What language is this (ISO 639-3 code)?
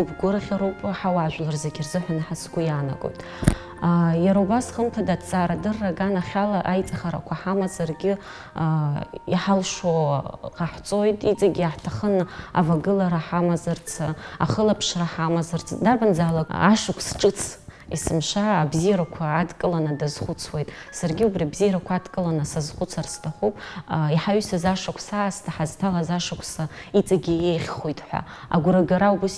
abk